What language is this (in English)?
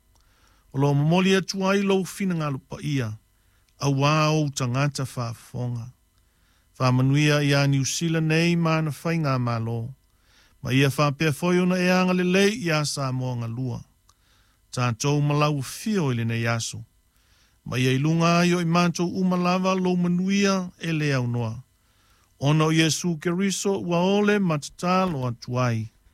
Samoan